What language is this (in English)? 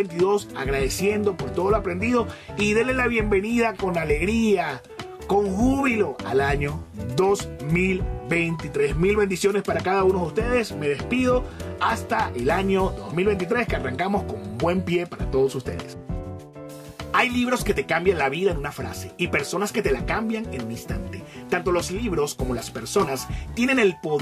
Spanish